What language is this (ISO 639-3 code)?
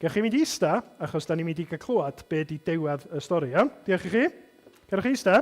cym